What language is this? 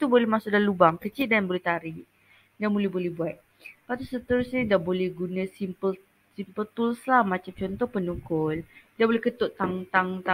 Malay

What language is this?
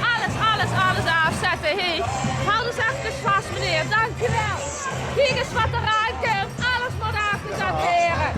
Limburgish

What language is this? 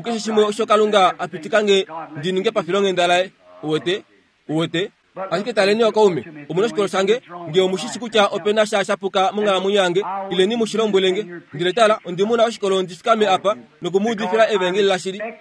Kuanyama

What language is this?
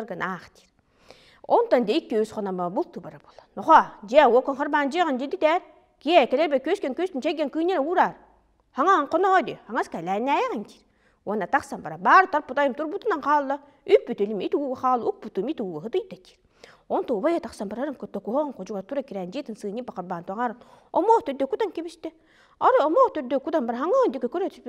Yakut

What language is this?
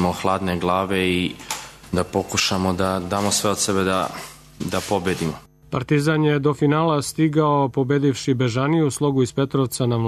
Serbian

